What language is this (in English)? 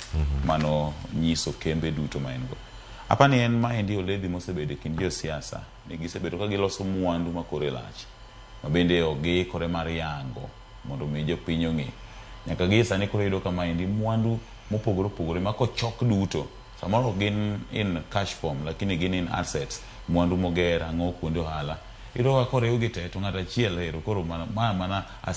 Luo (Kenya and Tanzania)